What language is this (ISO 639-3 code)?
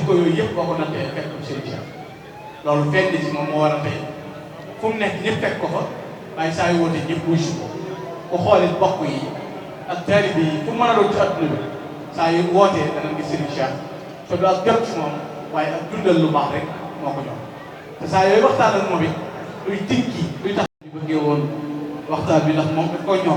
wol